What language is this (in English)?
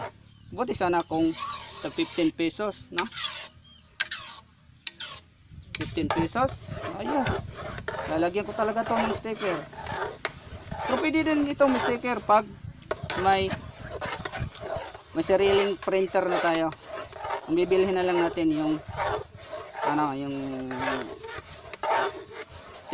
Filipino